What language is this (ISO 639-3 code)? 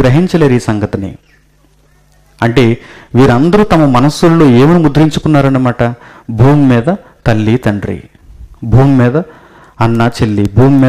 tel